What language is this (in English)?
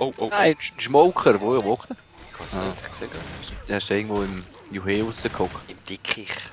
Swiss German